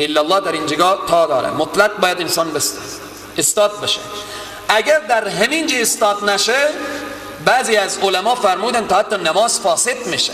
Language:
Persian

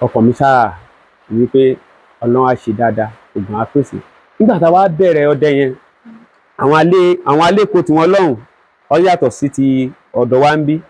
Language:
Yoruba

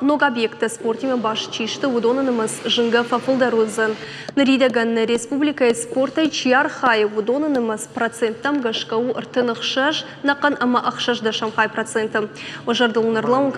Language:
Ossetic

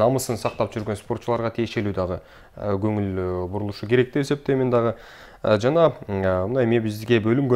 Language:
Kyrgyz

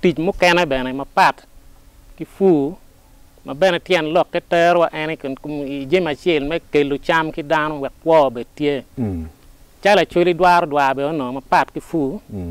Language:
Acoli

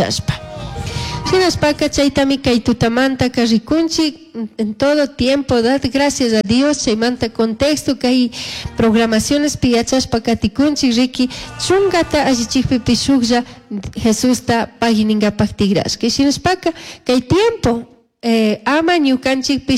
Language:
Chimborazo Highland Quichua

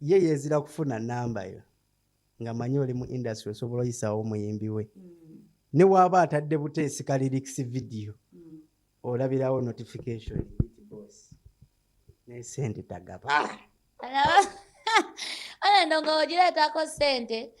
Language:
Ganda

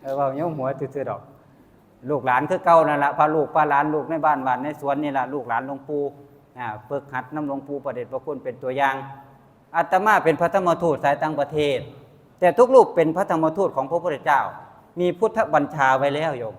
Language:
Northeastern Thai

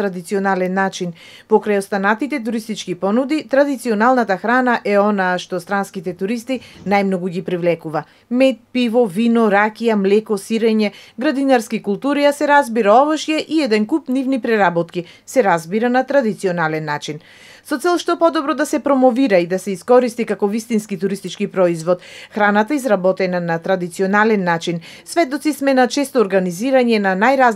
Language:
Macedonian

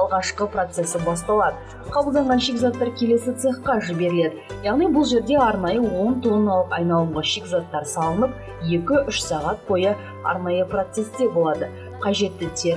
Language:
Kazakh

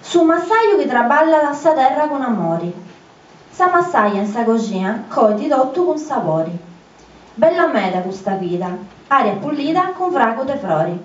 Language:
Sardinian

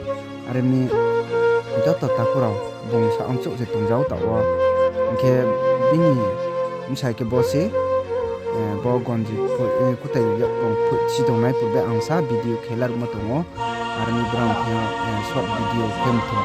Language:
Riang (India)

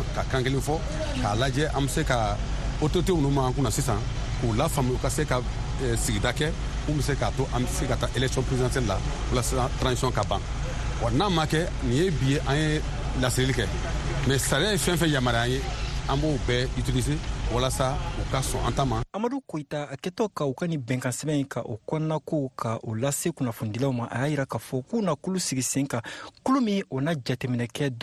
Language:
Bambara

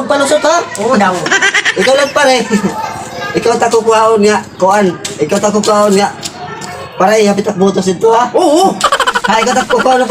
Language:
Waray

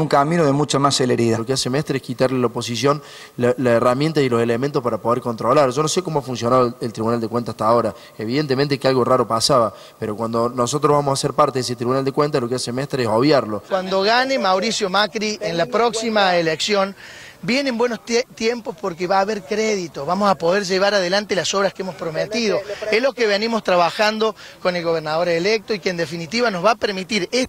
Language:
Spanish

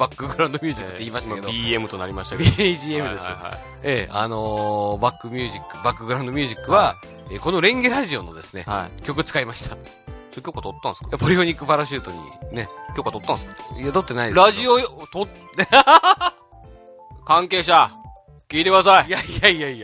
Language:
Japanese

